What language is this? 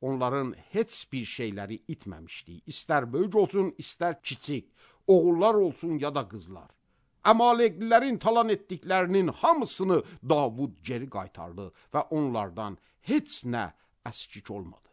Azerbaijani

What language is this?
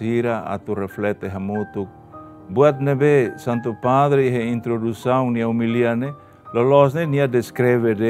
Tetum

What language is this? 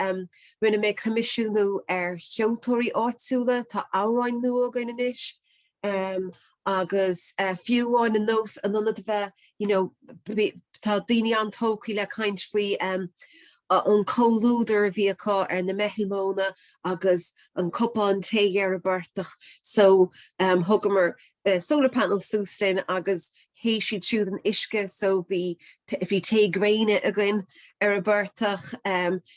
Irish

